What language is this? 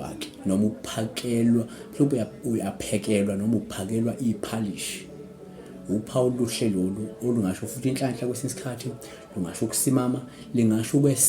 Zulu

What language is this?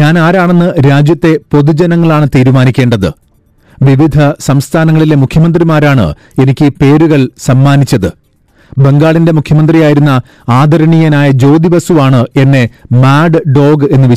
Malayalam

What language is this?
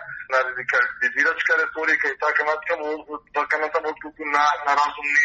Macedonian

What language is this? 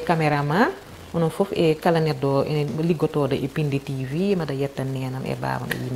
Fula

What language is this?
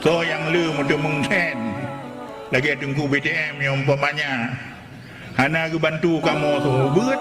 Achinese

